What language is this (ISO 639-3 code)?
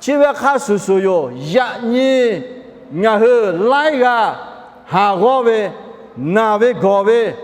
lhu